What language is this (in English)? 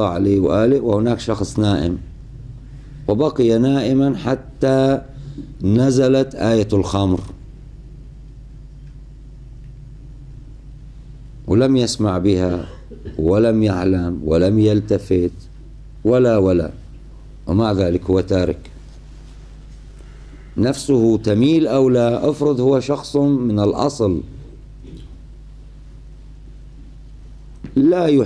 Arabic